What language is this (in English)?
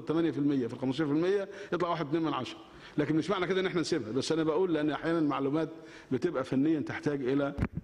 Egyptian Arabic